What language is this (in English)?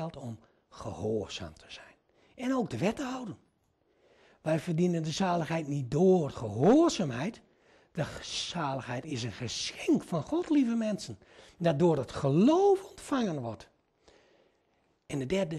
Dutch